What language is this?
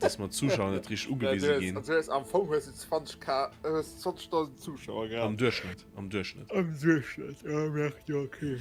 Luxembourgish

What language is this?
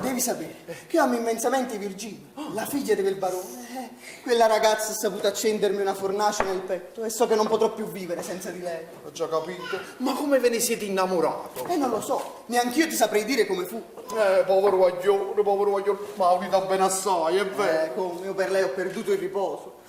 Neapolitan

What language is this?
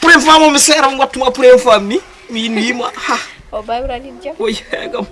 Fula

